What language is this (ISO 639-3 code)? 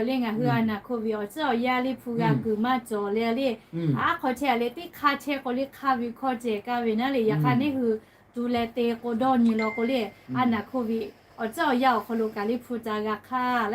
lhu